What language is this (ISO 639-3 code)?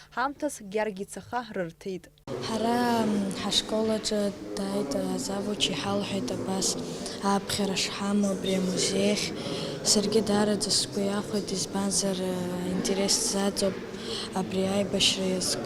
abk